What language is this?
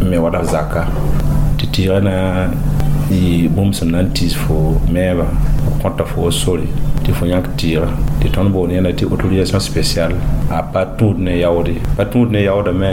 Mossi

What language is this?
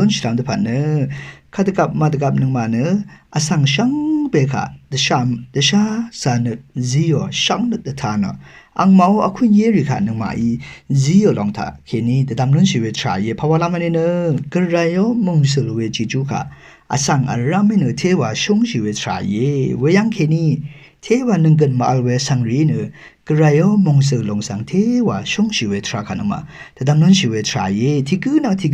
Rawang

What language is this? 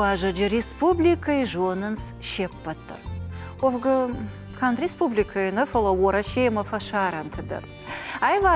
Ossetic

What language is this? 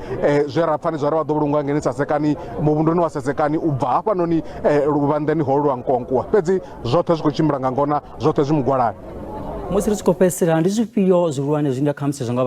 Venda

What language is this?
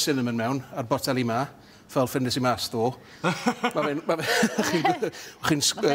Welsh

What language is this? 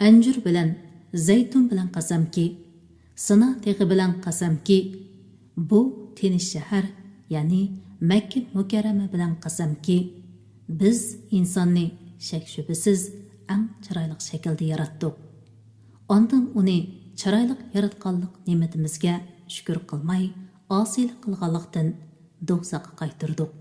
Uyghur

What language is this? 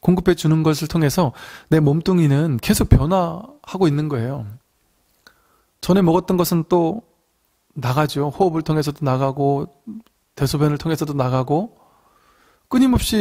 Korean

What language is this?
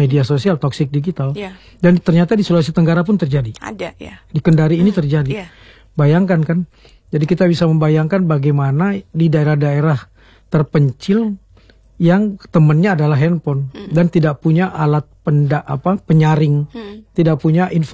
Indonesian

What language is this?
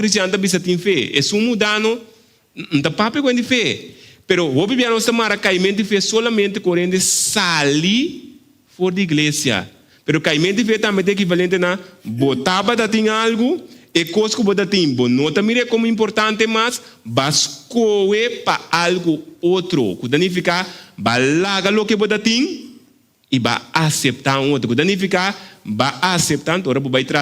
Papiamento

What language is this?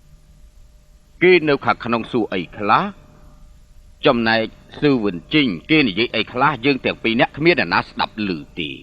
Khmer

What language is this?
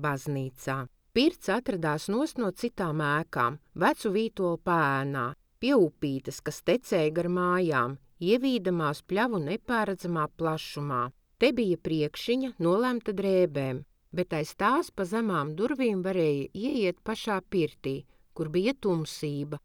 Latvian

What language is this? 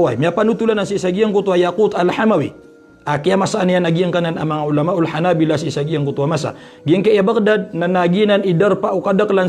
Maranao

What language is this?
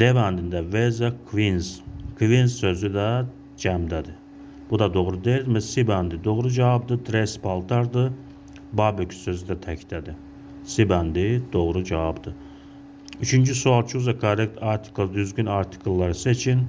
Azerbaijani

